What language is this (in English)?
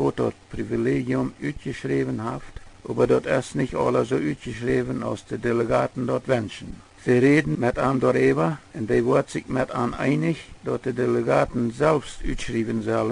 Plautdietsch